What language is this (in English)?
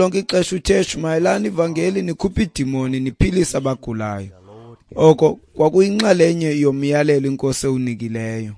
Xhosa